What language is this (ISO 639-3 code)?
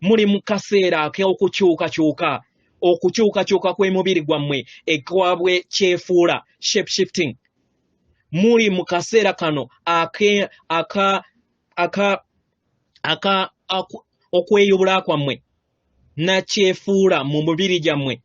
lug